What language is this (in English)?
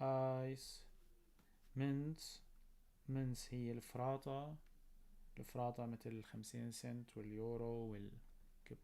North Levantine Arabic